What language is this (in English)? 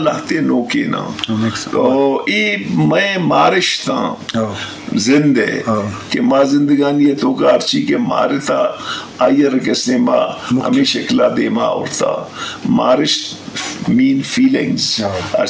Eastern Balochi